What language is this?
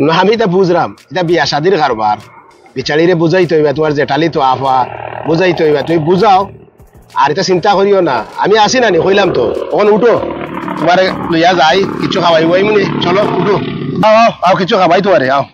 Sylheti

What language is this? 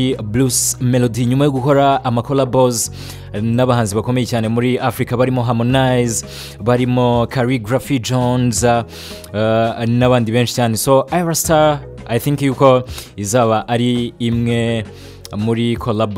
Kinyarwanda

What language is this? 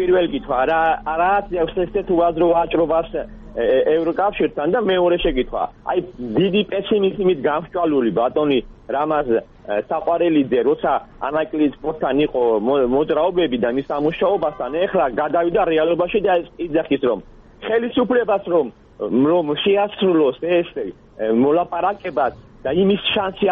Georgian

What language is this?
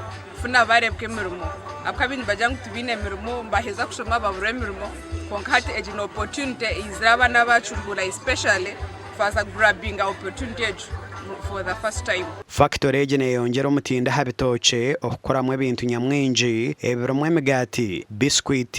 Nyankole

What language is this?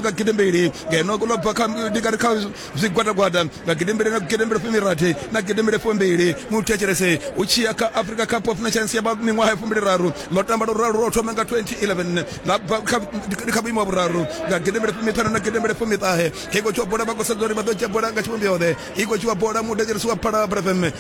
Venda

